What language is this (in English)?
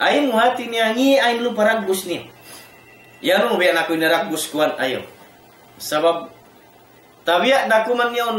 Tausug